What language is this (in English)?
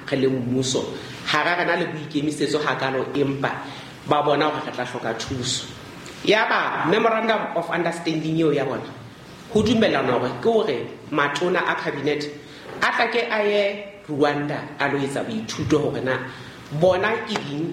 Southern Sotho